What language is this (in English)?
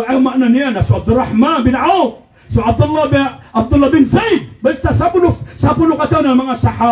Maranao